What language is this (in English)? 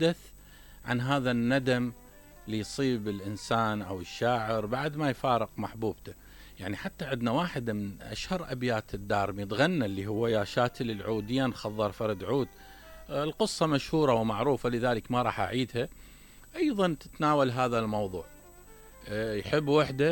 Mesopotamian Arabic